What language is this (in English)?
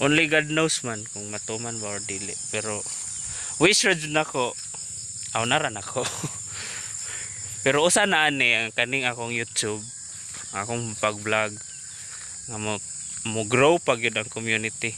Cebuano